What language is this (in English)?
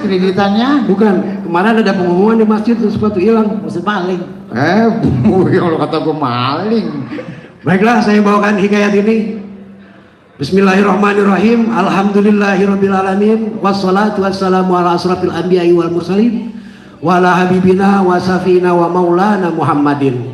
Betawi